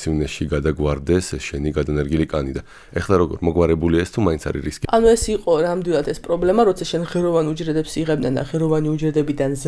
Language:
Georgian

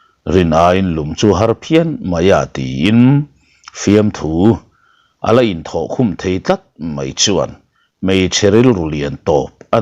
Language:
Mizo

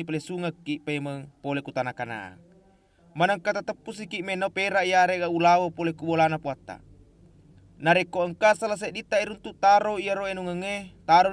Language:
Buginese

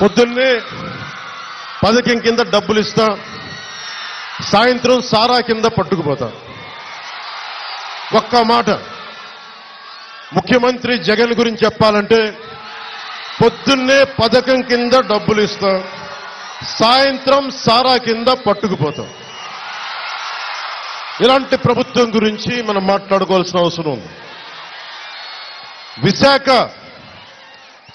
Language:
Telugu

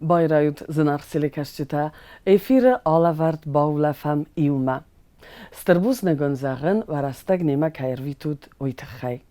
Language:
Ossetic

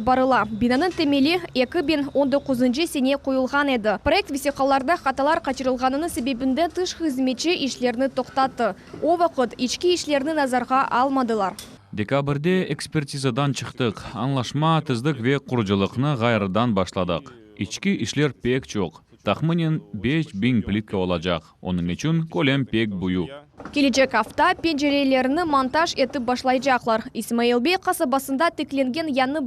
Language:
Crimean Tatar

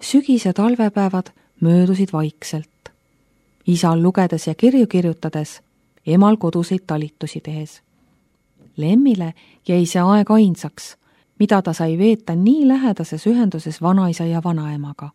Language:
Estonian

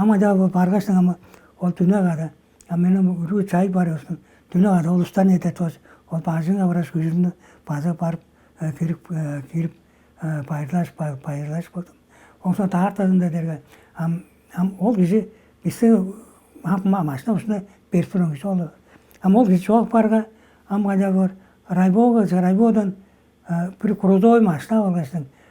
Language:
Tuvinian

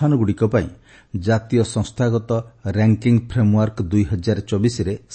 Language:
Odia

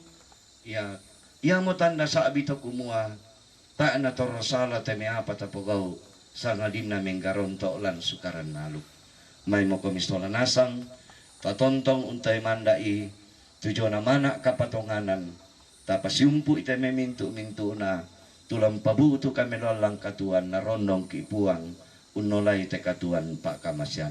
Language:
Toraja-Sa'dan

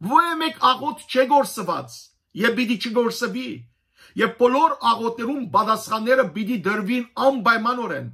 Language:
Western Armenian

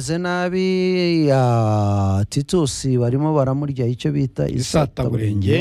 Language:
Kinyarwanda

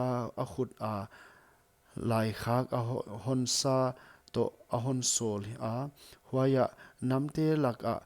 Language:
Paite Chin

